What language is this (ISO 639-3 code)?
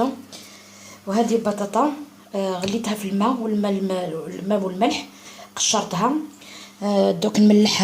arq